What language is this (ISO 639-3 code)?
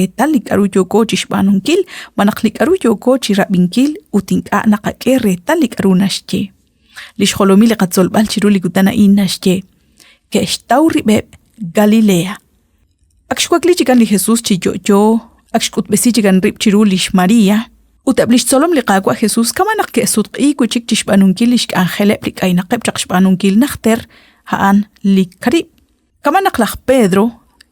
kek